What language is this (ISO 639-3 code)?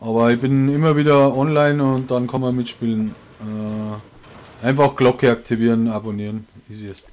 bar